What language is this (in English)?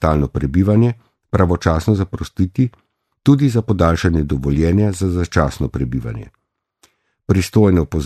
Slovenian